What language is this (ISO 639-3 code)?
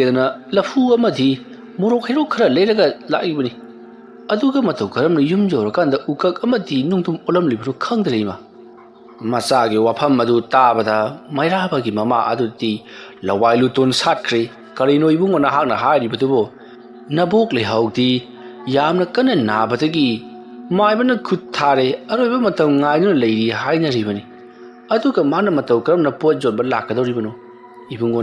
mni